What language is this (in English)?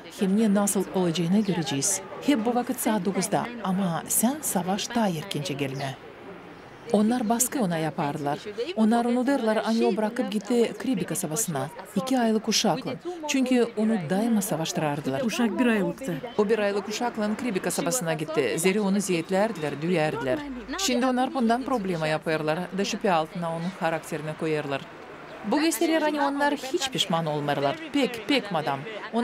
Gagauz